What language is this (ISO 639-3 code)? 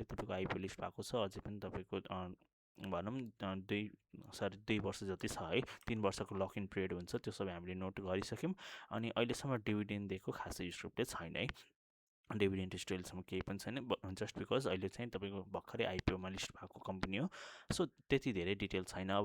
nep